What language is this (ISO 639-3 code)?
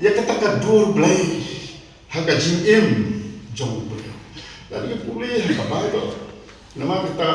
kha